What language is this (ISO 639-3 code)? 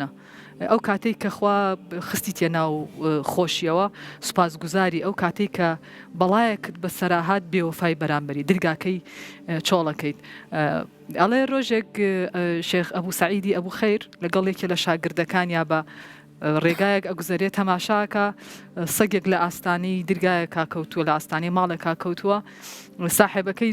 ckb